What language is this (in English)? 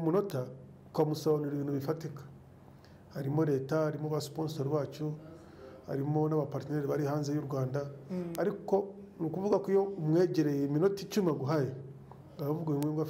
Kinyarwanda